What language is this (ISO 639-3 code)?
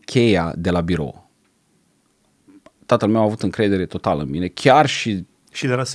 ron